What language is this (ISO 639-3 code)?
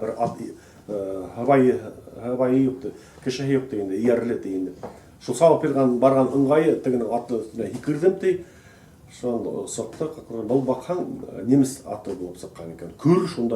bak